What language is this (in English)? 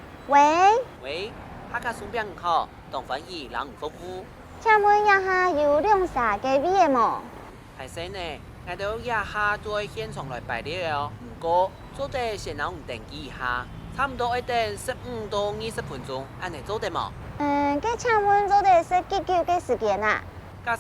Hakka Chinese